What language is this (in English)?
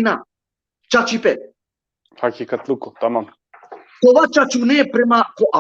Balkan Romani